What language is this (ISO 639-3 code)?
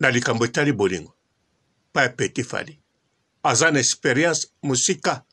lin